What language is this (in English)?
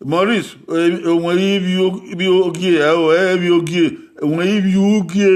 Bini